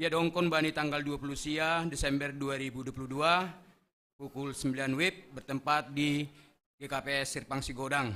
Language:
Batak Simalungun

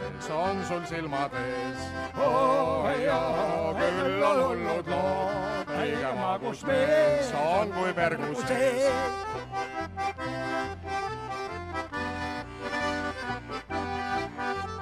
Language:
Estonian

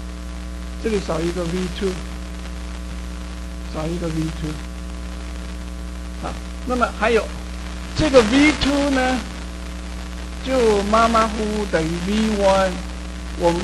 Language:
Chinese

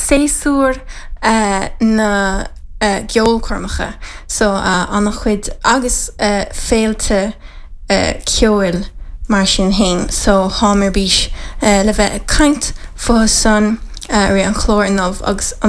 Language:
Irish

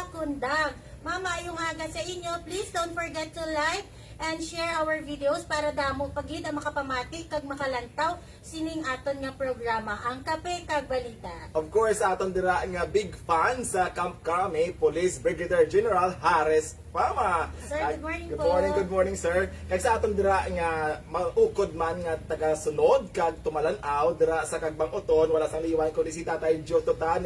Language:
Hiligaynon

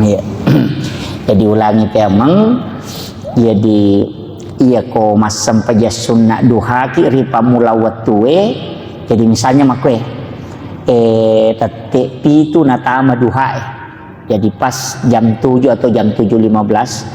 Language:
Buginese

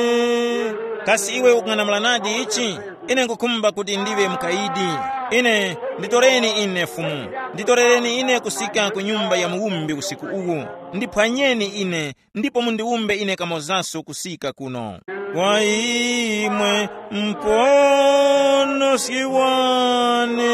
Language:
Tumbuka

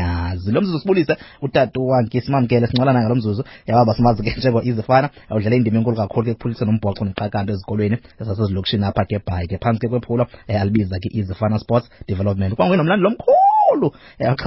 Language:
Xhosa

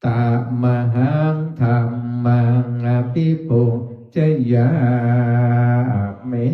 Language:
Pali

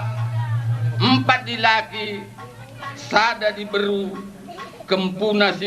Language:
Batak Karo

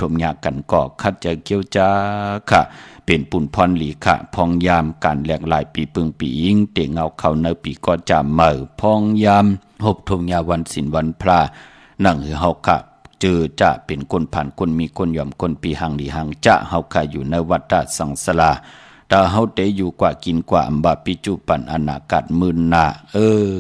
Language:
Shan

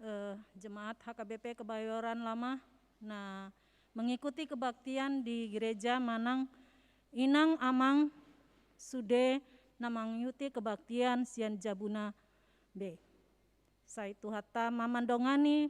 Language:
Batak Toba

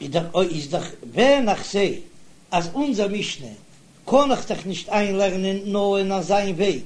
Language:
Yiddish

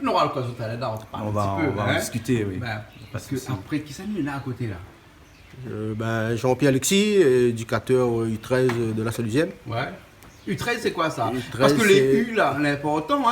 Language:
Réunion Creole French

